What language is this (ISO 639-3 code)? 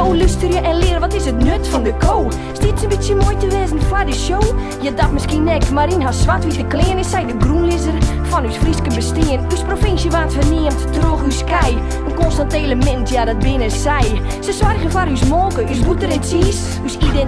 fry